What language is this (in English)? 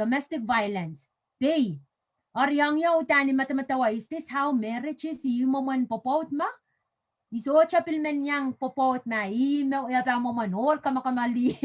Pohnpeian